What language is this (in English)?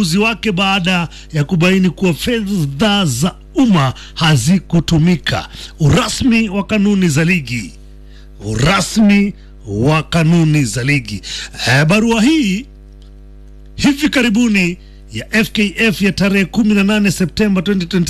Swahili